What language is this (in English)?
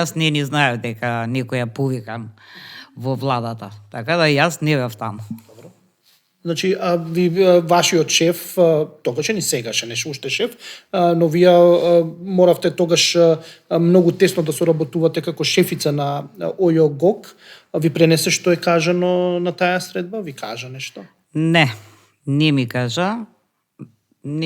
Macedonian